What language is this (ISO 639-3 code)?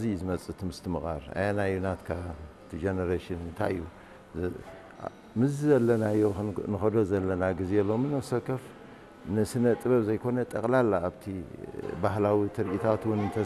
tir